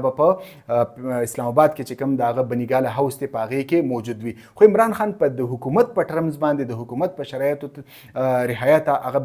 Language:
Pashto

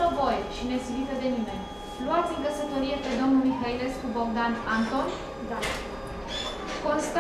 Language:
Romanian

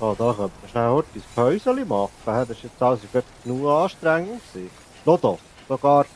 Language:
Swiss German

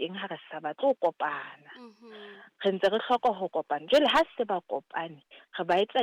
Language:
Southern Sotho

